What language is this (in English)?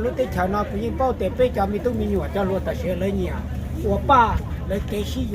Hmong